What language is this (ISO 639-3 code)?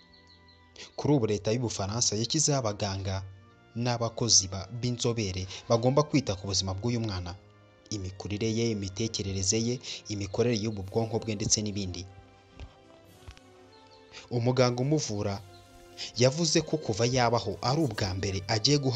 kin